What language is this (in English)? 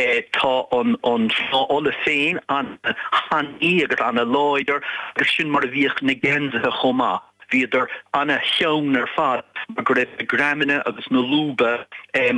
Irish